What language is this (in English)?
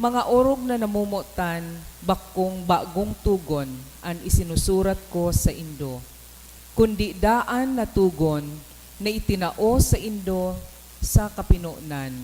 Bikol